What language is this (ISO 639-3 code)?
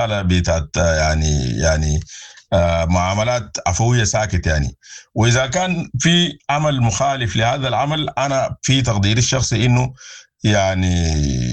apd